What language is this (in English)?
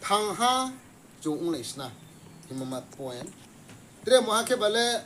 Riang (India)